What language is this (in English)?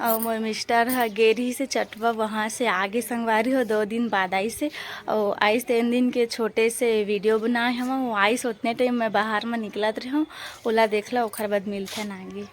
Chhattisgarhi